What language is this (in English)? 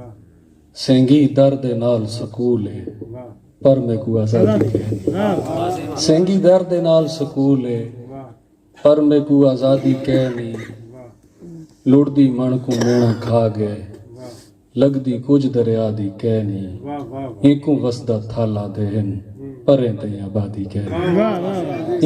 Saraiki